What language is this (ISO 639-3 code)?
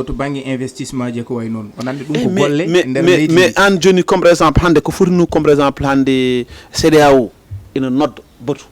ful